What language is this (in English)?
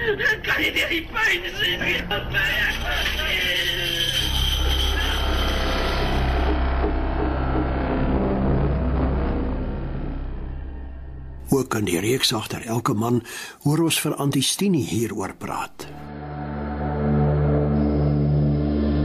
Afrikaans